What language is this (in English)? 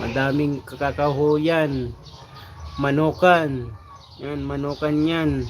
Bikol